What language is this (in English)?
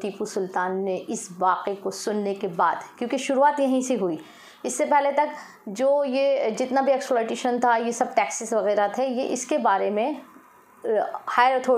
Hindi